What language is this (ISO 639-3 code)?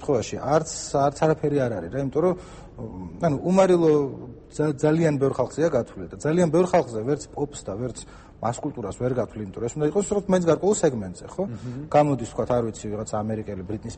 kat